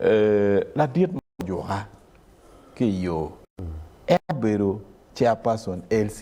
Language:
Acoli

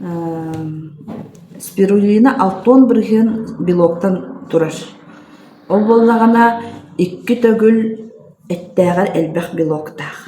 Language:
Yakut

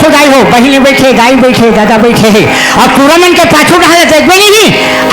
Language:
Chhattisgarhi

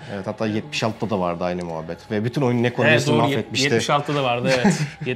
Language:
Turkish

